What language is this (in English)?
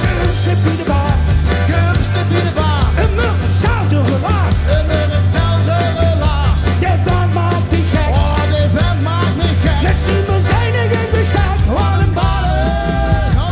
Limburgish